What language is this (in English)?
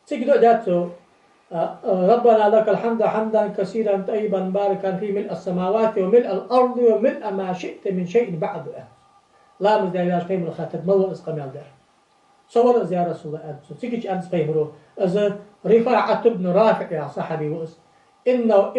Ingush